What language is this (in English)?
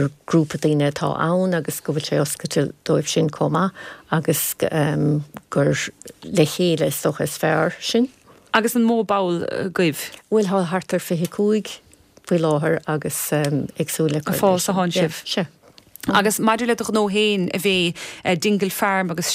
Irish